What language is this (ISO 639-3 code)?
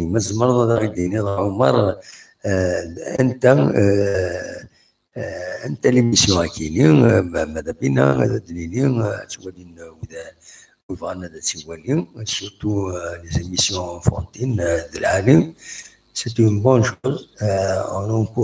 kab